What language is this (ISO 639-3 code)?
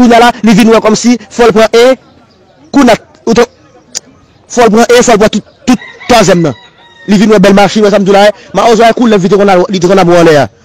hat